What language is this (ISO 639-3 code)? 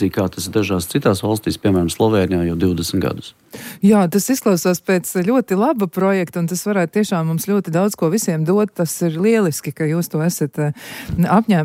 lav